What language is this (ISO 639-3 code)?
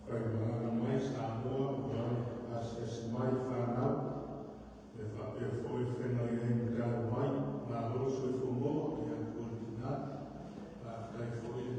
smo